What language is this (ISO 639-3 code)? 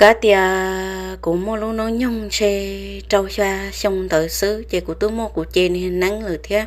hmn